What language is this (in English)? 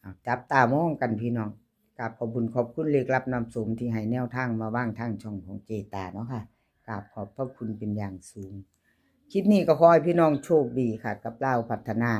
Northeastern Thai